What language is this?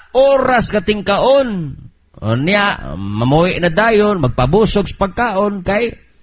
Cebuano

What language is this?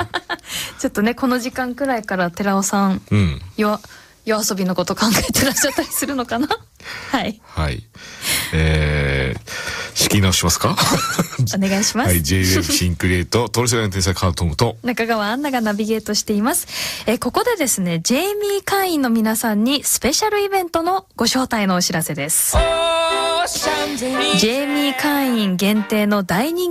Japanese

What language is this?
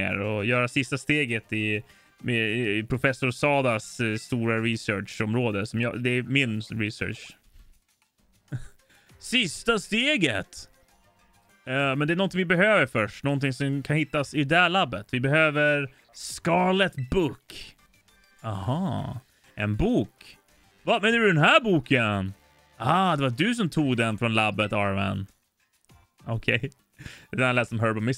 Swedish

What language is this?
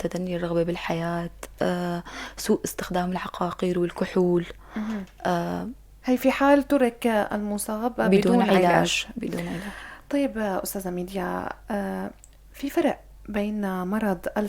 North Levantine Arabic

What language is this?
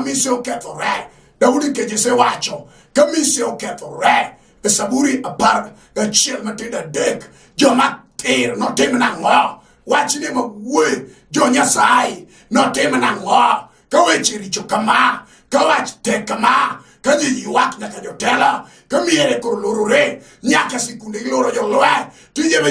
Luo (Kenya and Tanzania)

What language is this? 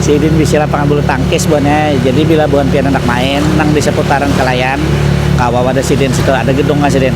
Banjar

